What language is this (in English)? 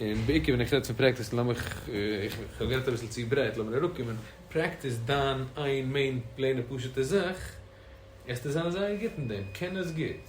Yiddish